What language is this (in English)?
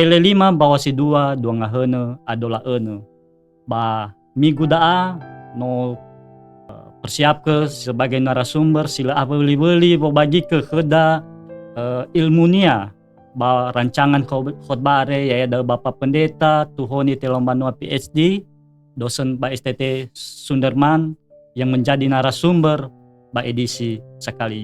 Nias